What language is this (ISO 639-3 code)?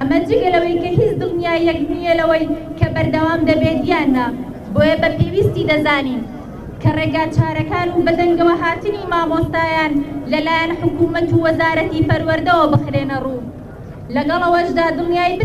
ckb